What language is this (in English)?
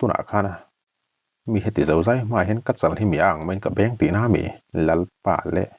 Mizo